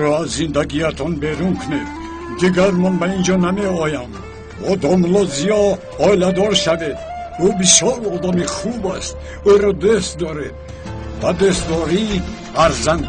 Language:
Tajik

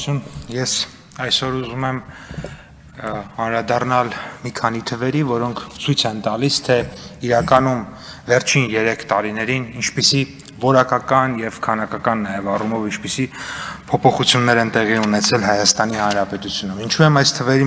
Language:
Armenian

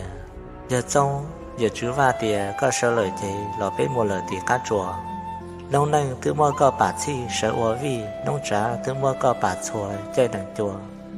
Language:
Hmong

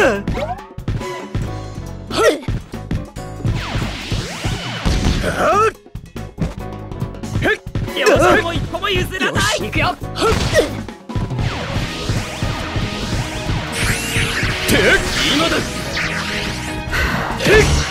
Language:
Japanese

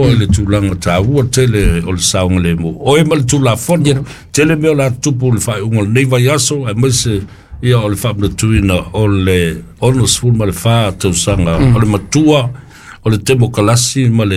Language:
Samoan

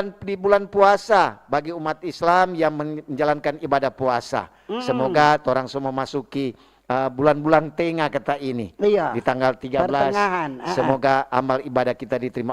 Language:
Manado Malay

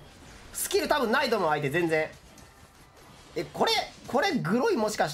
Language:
Japanese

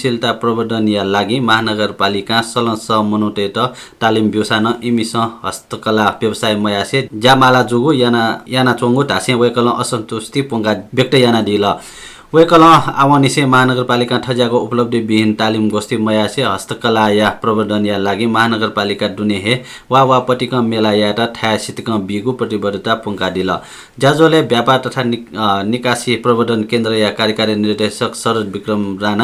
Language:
Newari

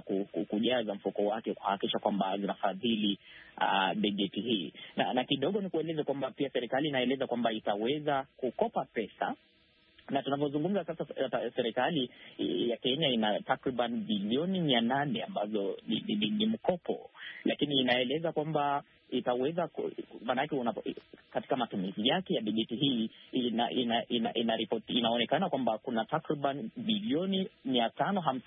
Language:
Swahili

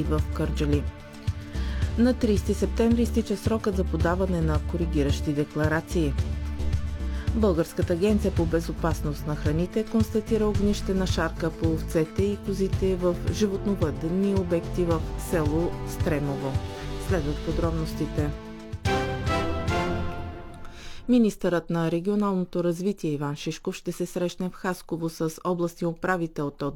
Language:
Bulgarian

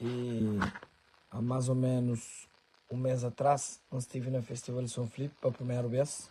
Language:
Kabuverdianu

